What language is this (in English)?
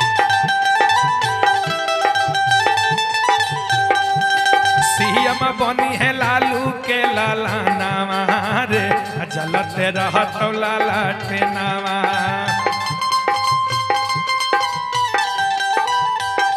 Bhojpuri